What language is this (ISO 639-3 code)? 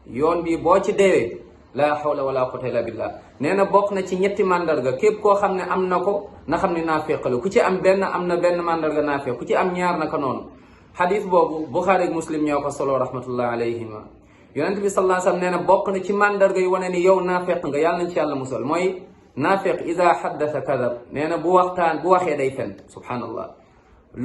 wol